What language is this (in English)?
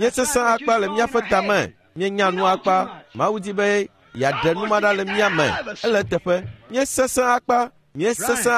Ewe